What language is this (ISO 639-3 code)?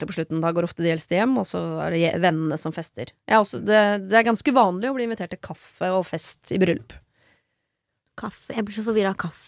nor